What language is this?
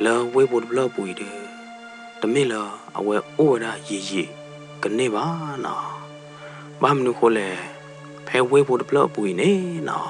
S'gaw Karen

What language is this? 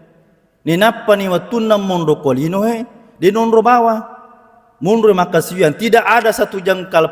Buginese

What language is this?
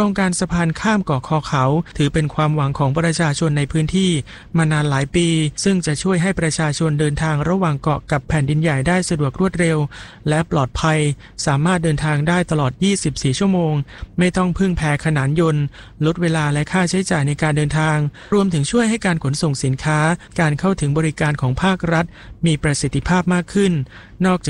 Thai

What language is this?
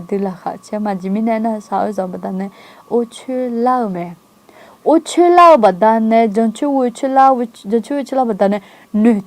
Akha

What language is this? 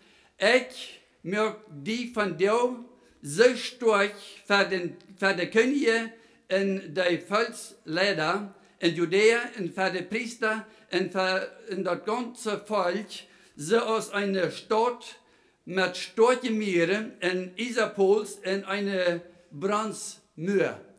Plautdietsch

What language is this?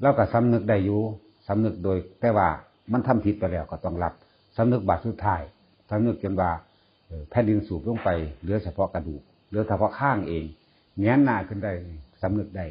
Northeastern Thai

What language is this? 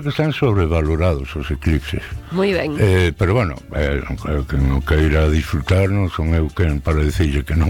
Galician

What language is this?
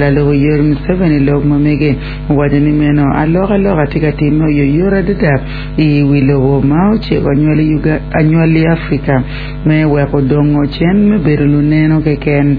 Acoli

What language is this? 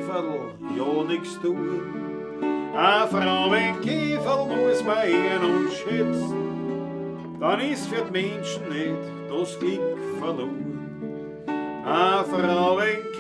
Bavarian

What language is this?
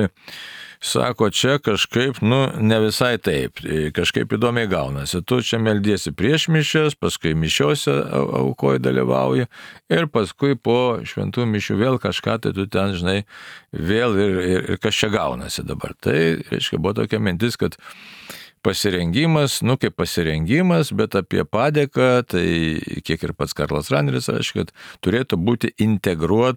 Lithuanian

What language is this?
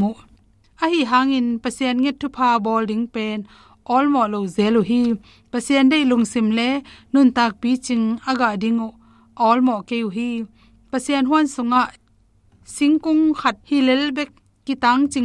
Tedim Chin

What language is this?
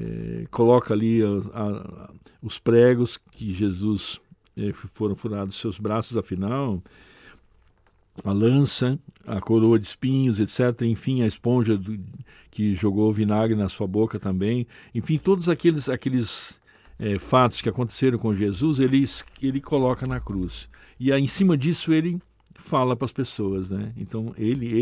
Portuguese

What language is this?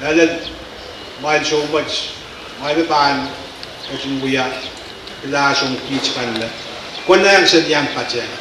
Pohnpeian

